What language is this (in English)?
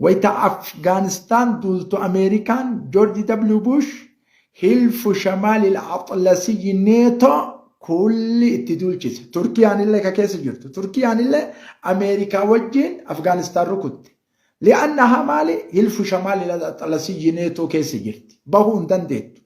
Oromo